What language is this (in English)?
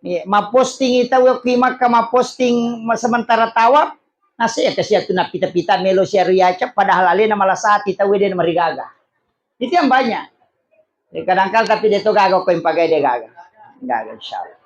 Buginese